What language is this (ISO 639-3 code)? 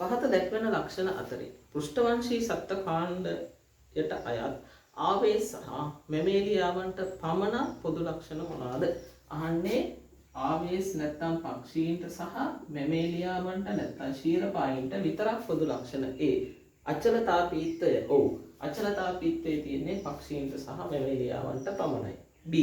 sin